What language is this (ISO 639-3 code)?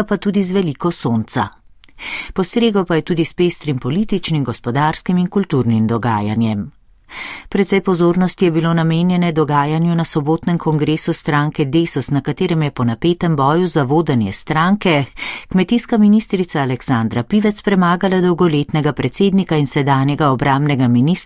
slv